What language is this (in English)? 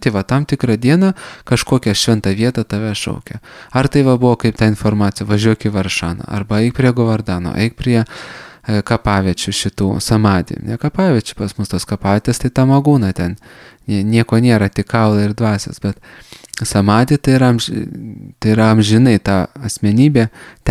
Lithuanian